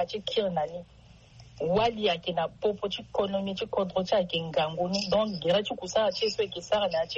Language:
Sango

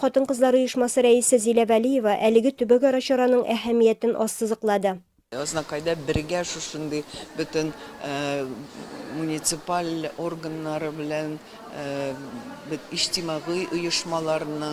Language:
Tatar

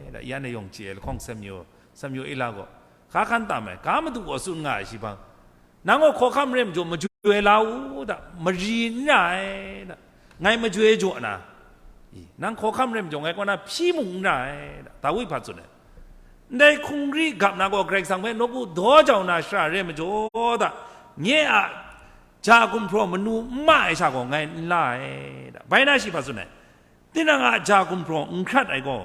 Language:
Kachin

